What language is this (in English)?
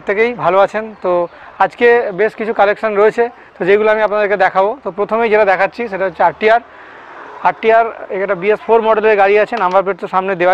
Bangla